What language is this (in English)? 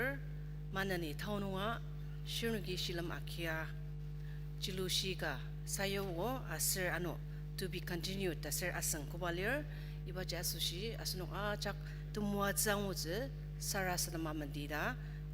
Ao Naga